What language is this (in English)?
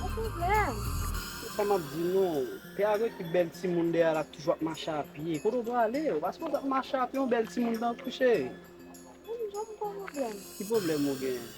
Haitian Creole